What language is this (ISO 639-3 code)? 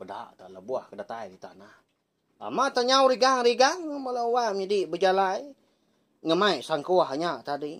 iba